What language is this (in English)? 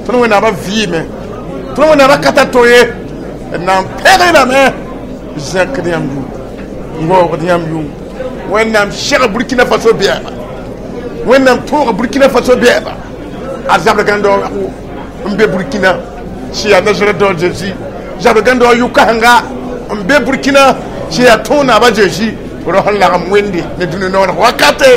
Mossi